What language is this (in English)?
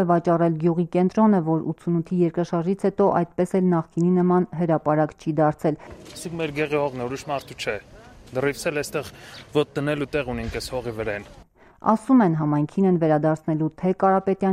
Armenian